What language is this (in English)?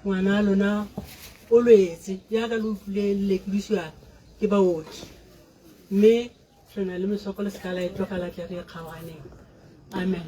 Tswana